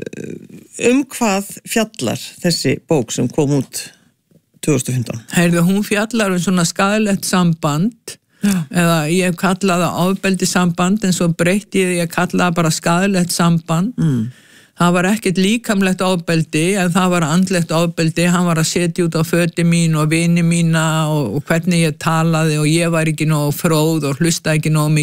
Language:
Icelandic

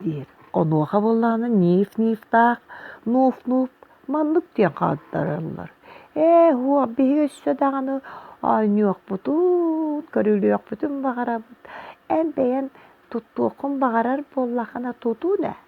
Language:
Yakut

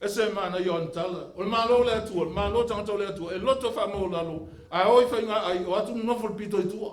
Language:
Samoan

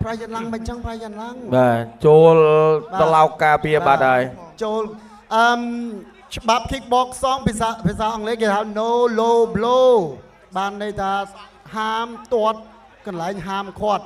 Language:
Khmer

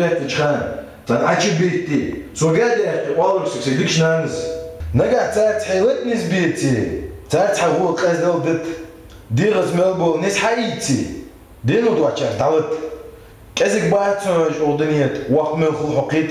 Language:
Ingush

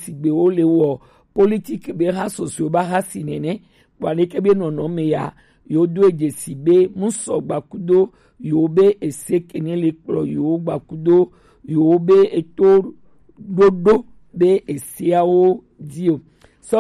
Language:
Gen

